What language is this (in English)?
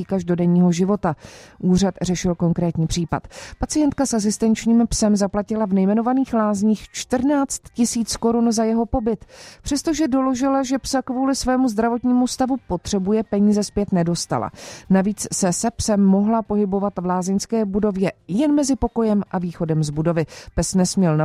Czech